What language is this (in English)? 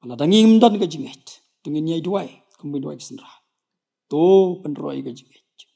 Khasi